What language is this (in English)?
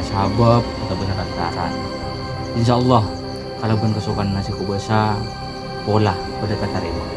Madurese